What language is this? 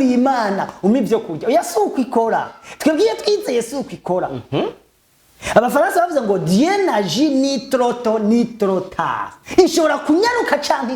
Rundi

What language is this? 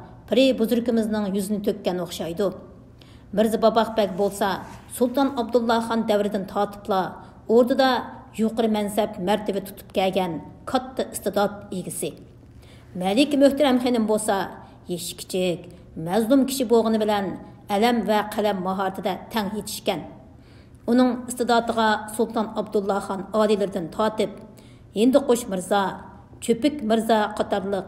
Uyghur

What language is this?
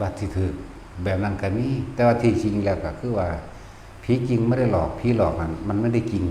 Northeastern Thai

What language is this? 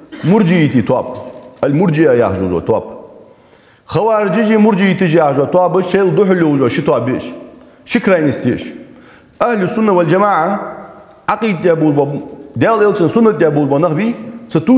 Ingush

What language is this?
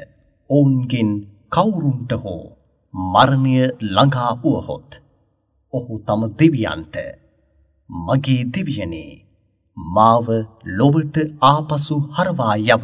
Sinhala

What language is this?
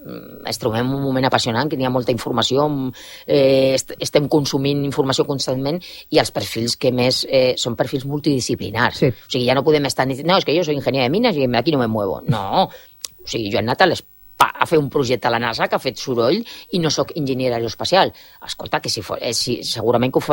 Catalan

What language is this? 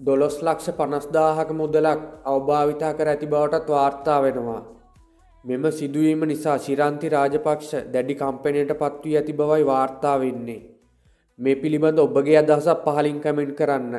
Sinhala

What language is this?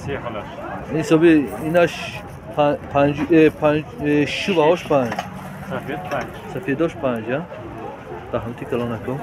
Tajik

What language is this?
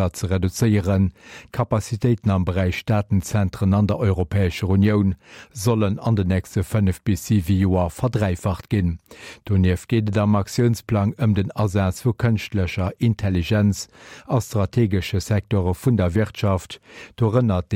Luxembourgish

